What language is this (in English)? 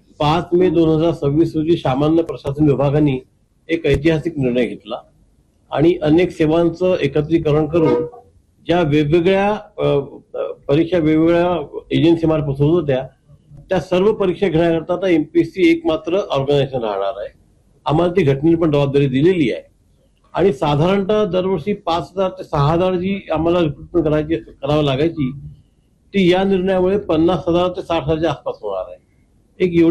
Marathi